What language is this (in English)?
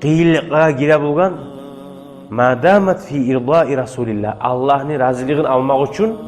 Kumyk